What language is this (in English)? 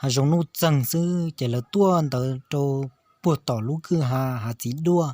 Hmong